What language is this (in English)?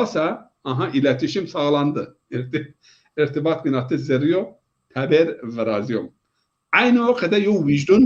Zaza